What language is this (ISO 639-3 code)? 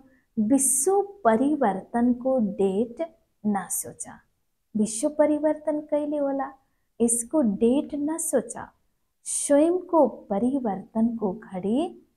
nep